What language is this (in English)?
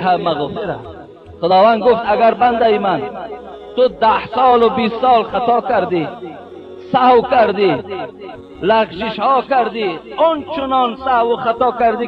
Tajik